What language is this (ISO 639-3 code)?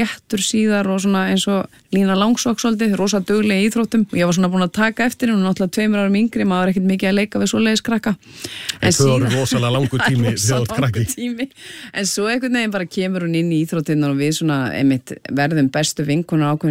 isl